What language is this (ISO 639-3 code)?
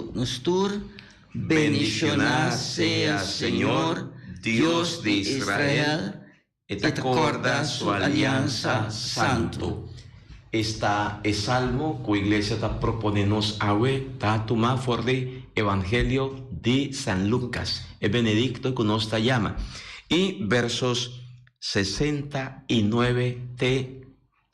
pap